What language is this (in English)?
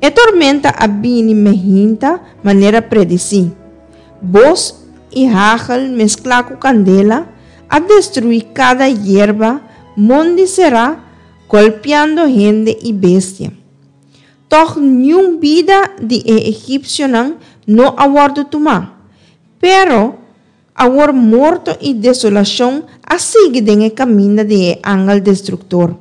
Papiamento